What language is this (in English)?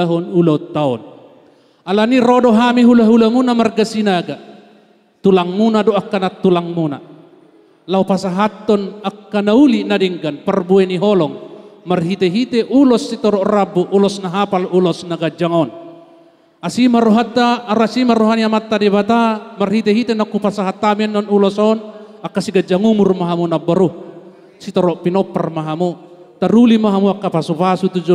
Batak Toba